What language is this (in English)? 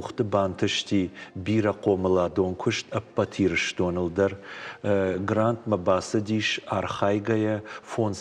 Ossetic